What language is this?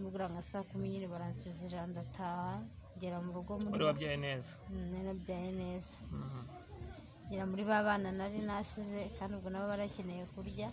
Kinyarwanda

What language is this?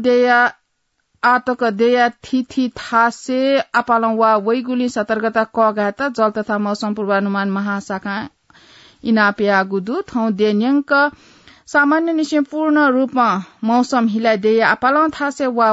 Newari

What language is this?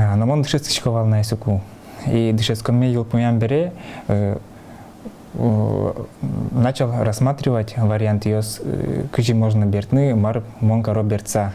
Udmurt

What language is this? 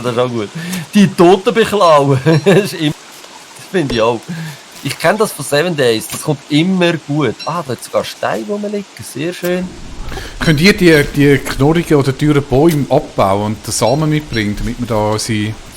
Swiss German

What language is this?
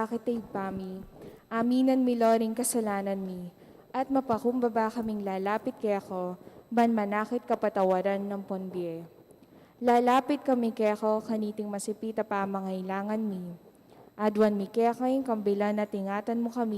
Pampanga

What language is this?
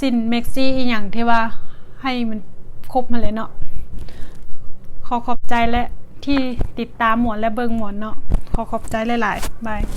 Lao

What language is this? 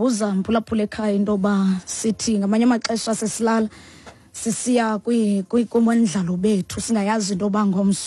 Xhosa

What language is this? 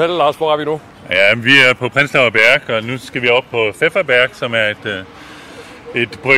Danish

